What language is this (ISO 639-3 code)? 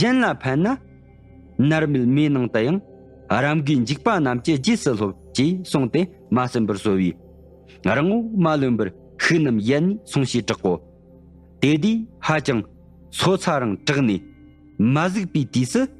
bod